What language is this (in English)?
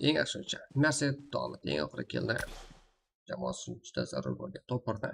Kara-Kalpak